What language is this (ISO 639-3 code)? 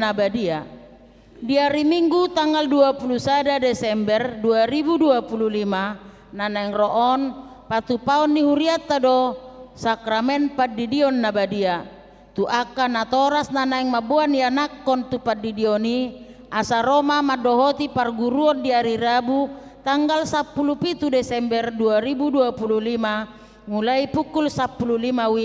bbc